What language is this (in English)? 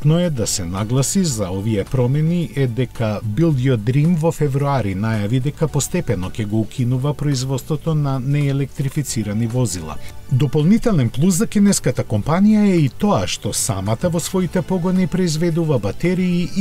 Macedonian